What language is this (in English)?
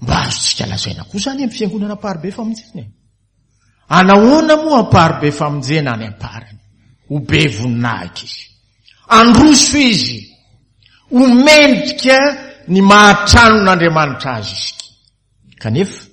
Malagasy